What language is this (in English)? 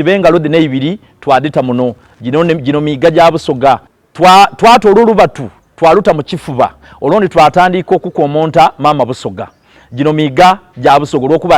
Soga